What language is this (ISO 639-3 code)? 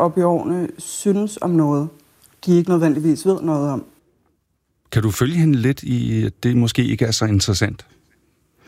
dan